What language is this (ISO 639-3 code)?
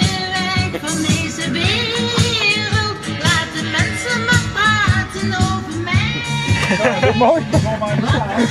nld